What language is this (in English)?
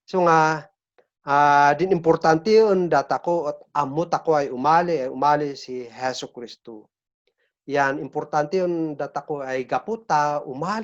Kankanaey